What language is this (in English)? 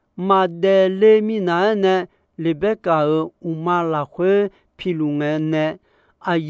Akha